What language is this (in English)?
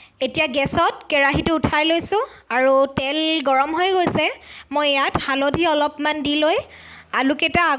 Assamese